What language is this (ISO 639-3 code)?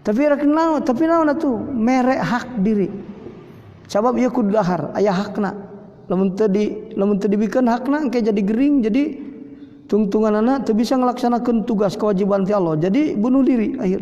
sun